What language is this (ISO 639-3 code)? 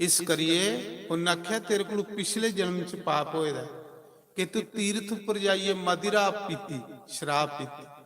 doi